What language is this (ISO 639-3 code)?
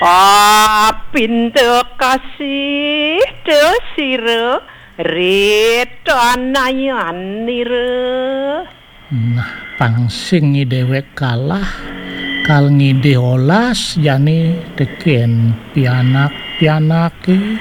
ban